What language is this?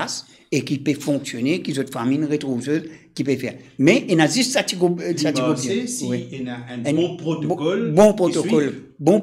Morisyen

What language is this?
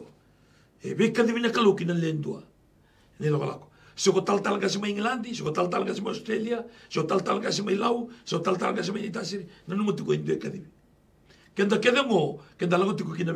Galician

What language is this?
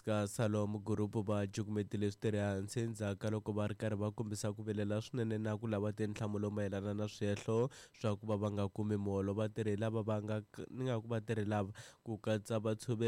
Tsonga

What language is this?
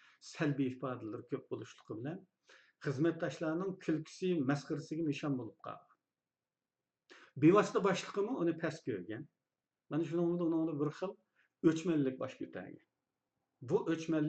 Uyghur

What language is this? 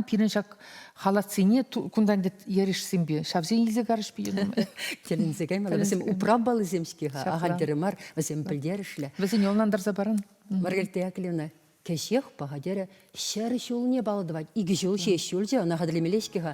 Chuvash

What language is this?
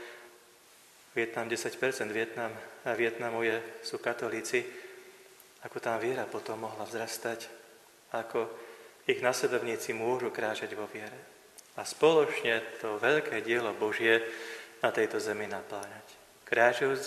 Slovak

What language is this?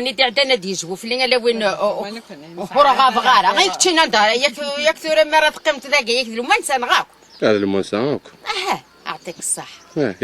Kabyle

